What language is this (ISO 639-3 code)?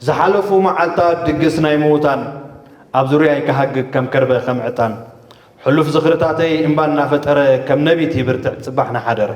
tir